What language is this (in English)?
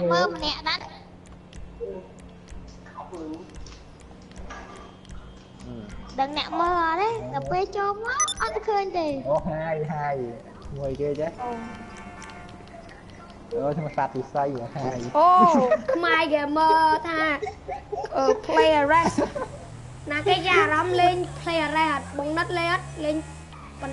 Vietnamese